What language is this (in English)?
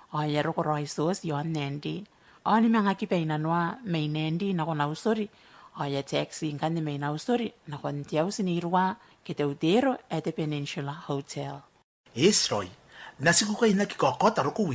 Gilbertese